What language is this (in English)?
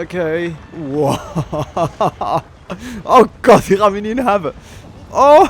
Swiss German